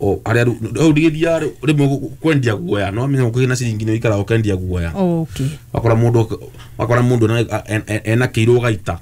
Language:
Kikuyu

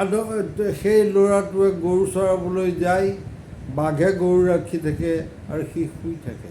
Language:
Assamese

